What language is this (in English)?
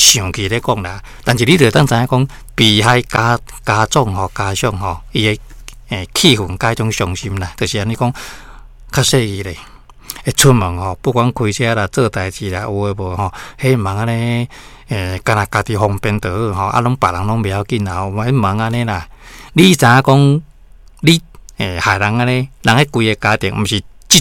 Min Nan Chinese